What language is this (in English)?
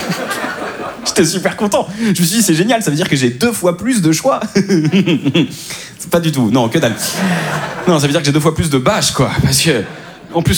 French